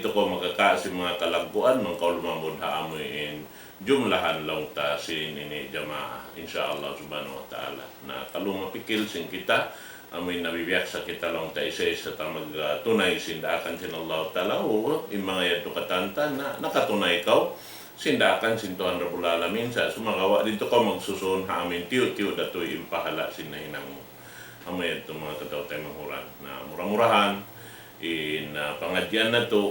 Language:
Tausug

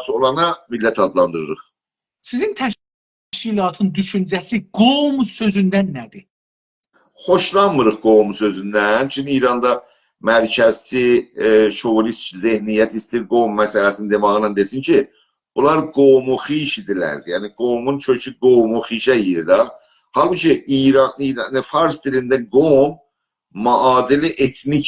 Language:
South Azerbaijani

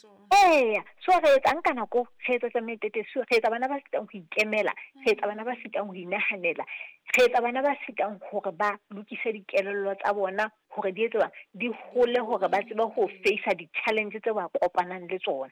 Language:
Southern Sotho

